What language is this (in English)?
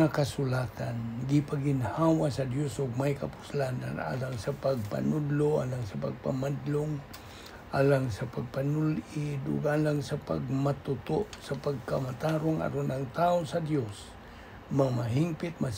Cebuano